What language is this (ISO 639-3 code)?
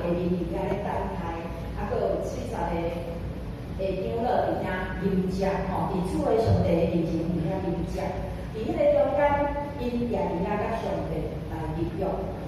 nan